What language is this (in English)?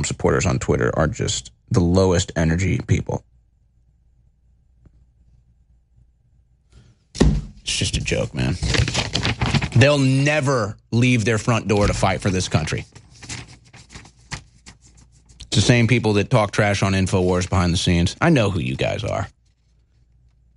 English